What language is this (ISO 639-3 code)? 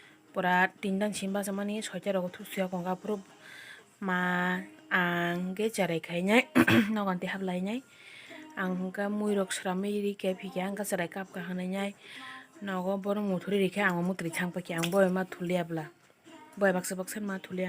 trp